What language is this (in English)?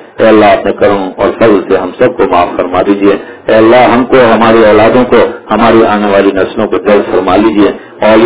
Urdu